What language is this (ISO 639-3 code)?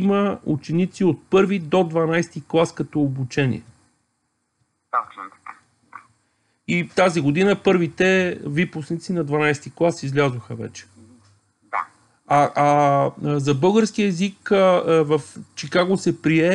bul